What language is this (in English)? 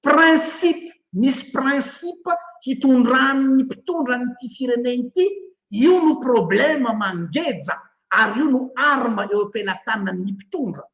Malagasy